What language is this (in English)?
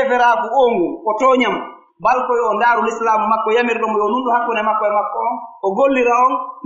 Pular